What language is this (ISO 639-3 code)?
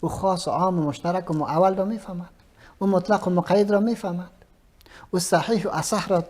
fas